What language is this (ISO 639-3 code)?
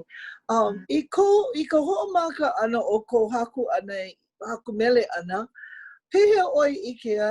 haw